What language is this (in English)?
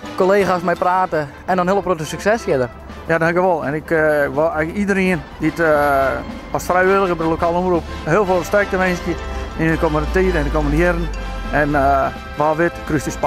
Western Frisian